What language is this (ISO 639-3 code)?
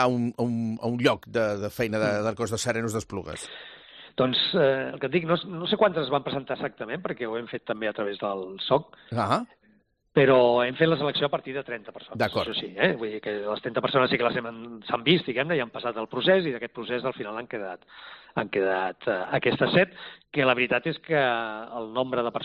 cat